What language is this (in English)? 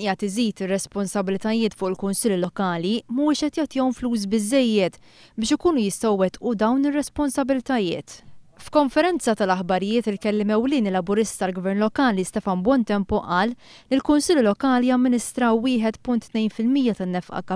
Maltese